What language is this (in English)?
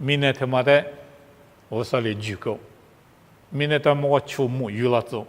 Lisu